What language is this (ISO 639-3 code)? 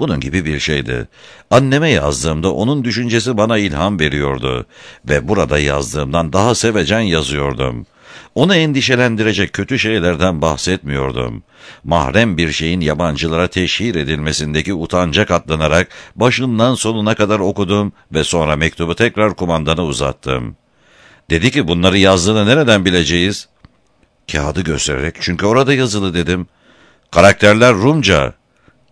tur